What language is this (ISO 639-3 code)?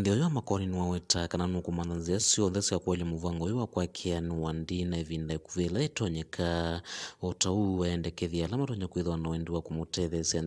kam